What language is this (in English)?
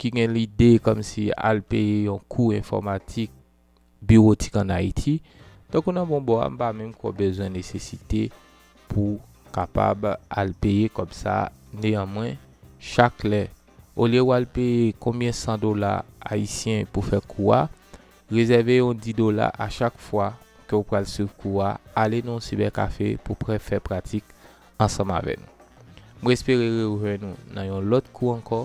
Haitian Creole